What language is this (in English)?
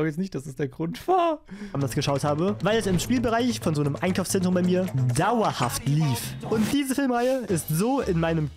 German